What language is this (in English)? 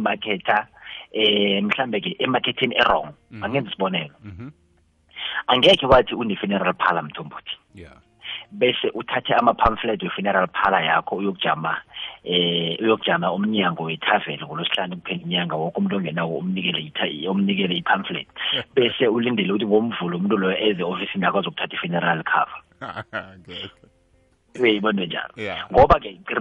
South Ndebele